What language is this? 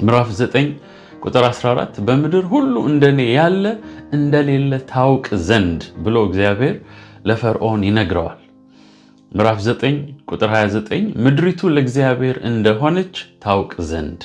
Amharic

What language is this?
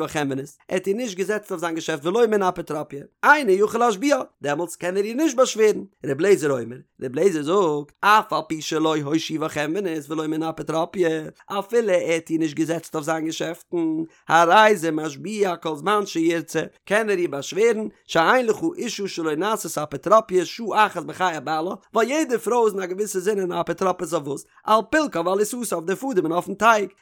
Yiddish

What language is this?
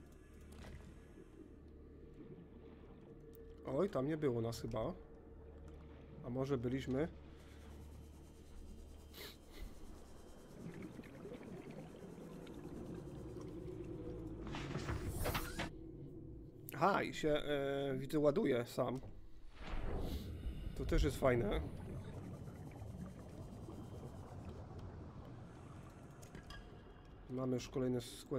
Polish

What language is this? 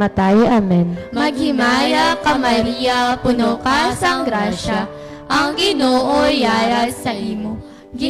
Hiligaynon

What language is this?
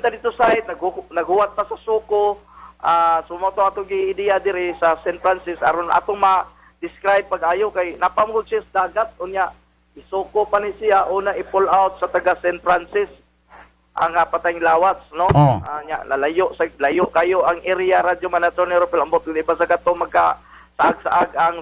Cebuano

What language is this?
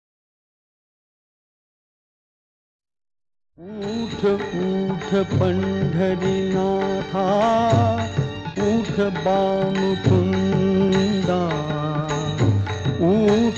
Marathi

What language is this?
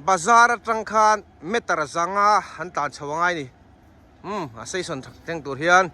Mizo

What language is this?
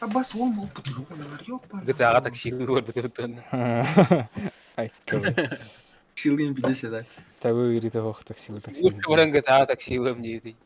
Yakut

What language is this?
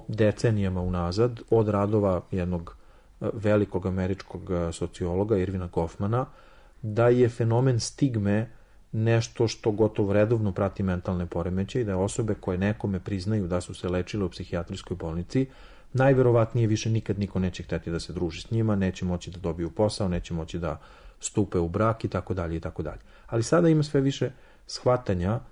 Serbian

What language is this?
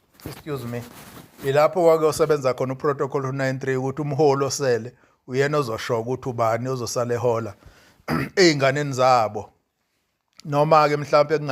Zulu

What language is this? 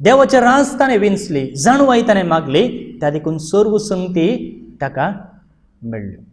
Konkani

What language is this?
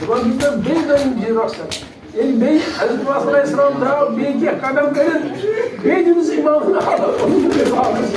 Kashmiri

